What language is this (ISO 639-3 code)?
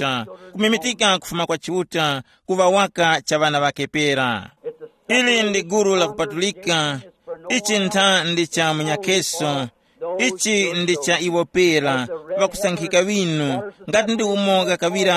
tum